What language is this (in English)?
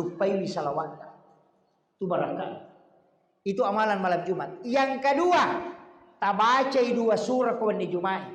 Buginese